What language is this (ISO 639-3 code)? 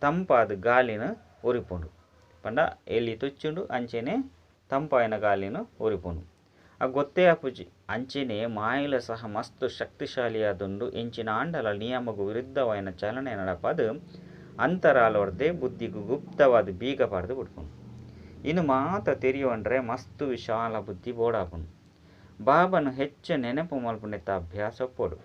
tcy